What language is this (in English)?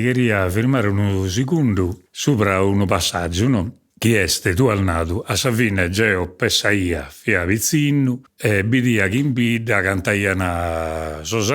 Sardinian